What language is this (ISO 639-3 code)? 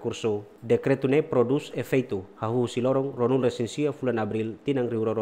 tet